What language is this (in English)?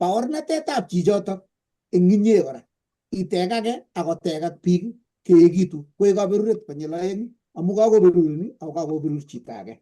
Kalenjin